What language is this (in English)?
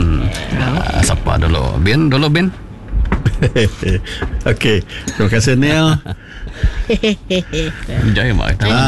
Iban